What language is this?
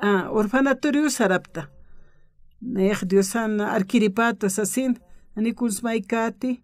Aymara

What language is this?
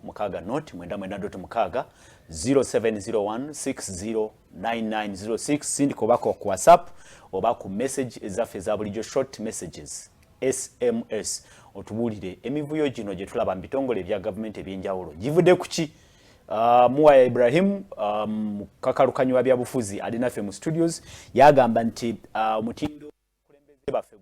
Ganda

